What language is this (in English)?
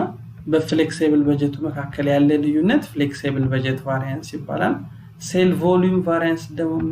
Amharic